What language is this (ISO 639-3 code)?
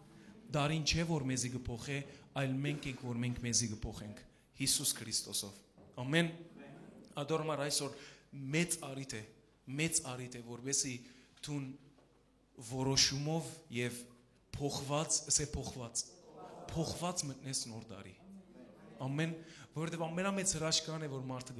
hyw